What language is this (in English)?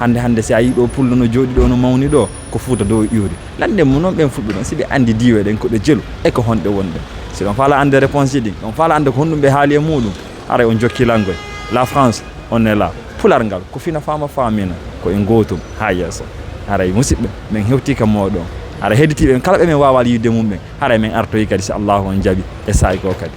Fula